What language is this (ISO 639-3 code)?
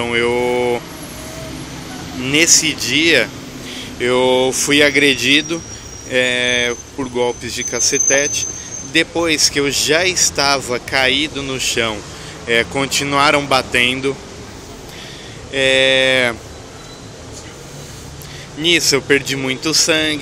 por